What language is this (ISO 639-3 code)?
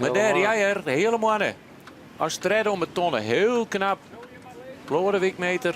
fry